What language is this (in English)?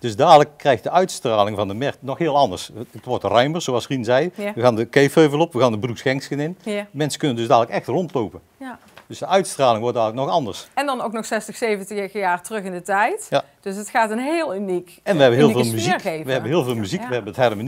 Dutch